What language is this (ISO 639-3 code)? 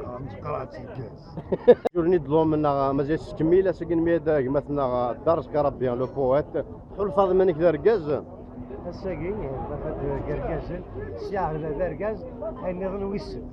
kab